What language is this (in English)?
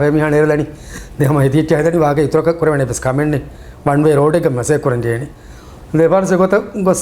Divehi